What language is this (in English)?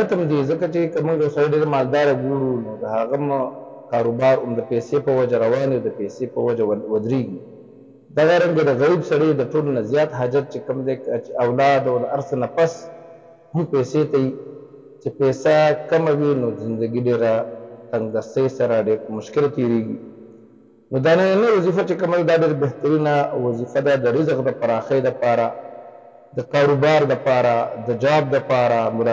Pashto